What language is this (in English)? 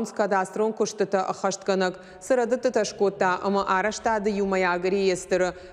Ossetic